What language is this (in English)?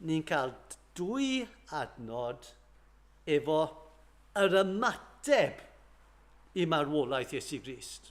Welsh